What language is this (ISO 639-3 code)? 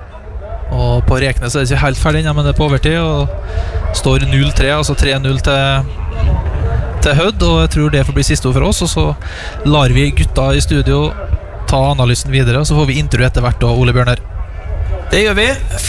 nor